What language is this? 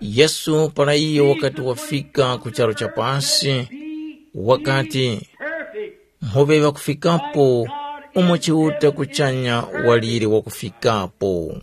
Tumbuka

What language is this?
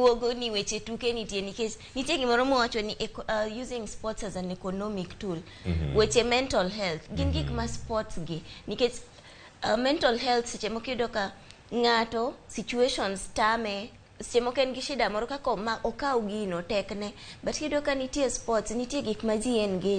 Luo (Kenya and Tanzania)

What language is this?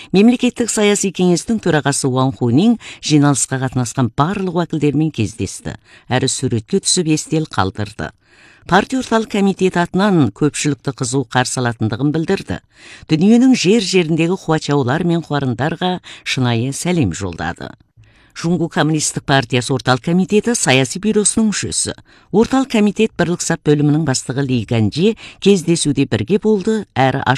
Kazakh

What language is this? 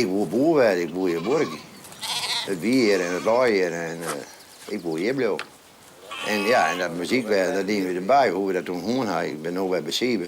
Western Frisian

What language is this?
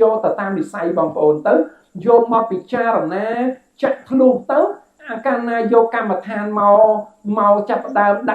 Khmer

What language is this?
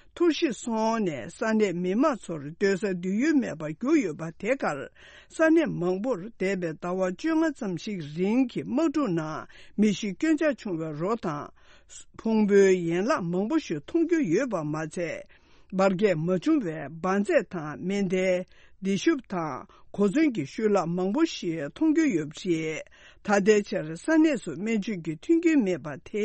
Tibetan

